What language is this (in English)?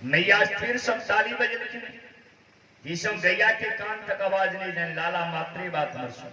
Maithili